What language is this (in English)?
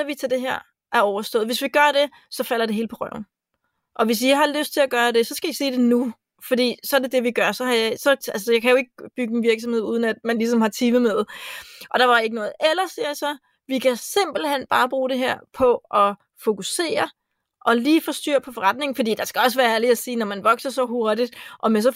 Danish